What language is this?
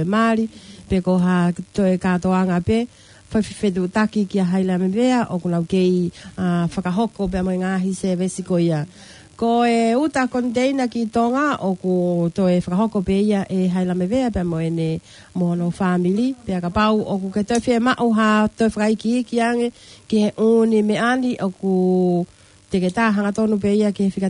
Tongan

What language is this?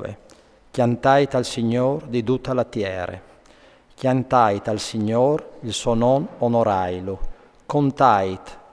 Friulian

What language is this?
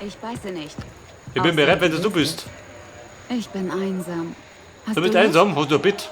Bavarian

